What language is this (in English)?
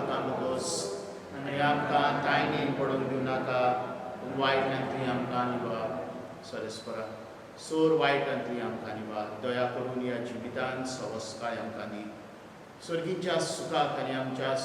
Konkani